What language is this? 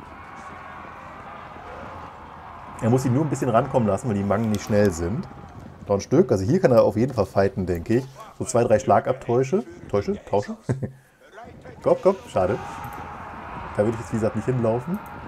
German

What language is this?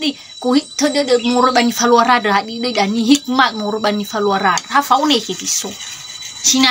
Nias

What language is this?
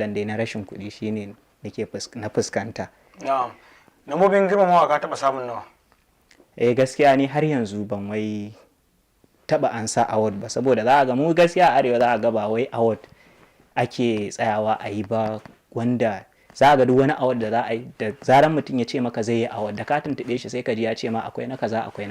Hausa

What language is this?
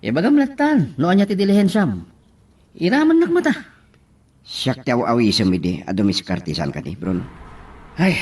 Iloko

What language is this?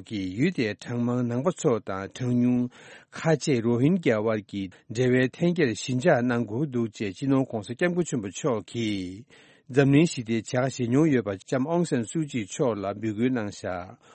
Tibetan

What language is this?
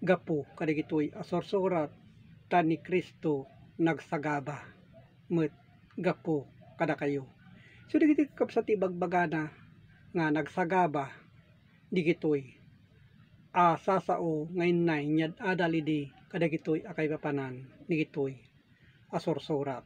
Iloko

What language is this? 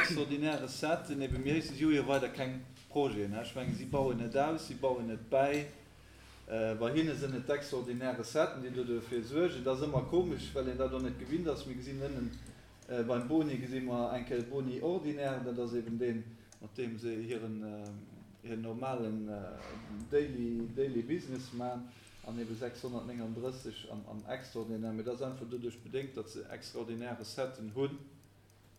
Luxembourgish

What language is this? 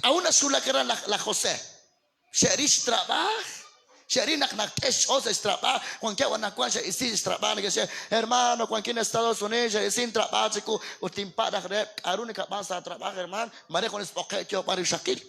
Kekchí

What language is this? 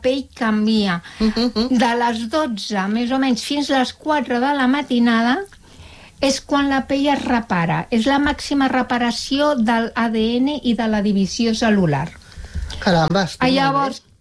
Catalan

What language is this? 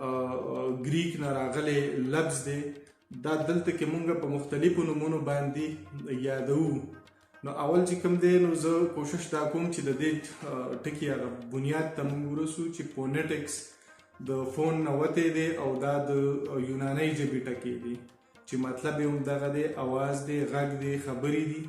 Pashto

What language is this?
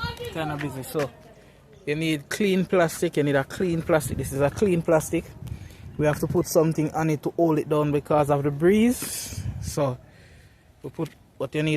Jamaican Creole English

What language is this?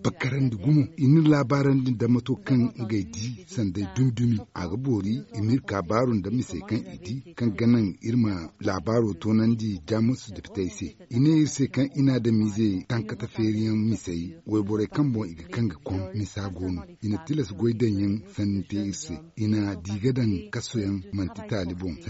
Zarma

